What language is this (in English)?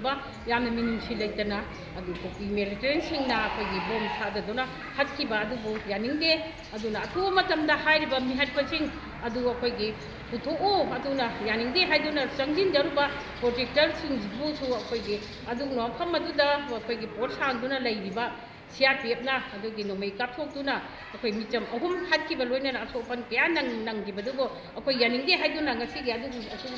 Manipuri